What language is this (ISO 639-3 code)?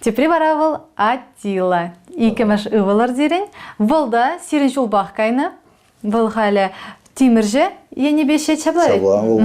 chv